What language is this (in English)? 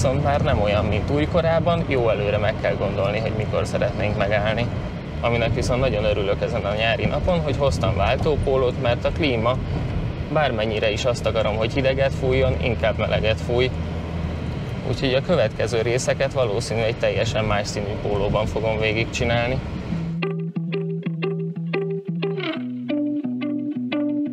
Hungarian